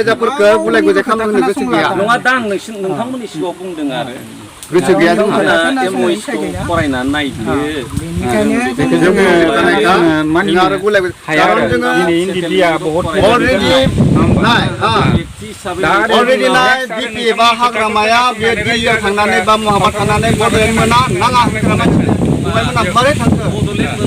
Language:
Bodo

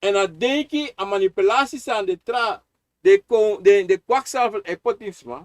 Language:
Sranan Tongo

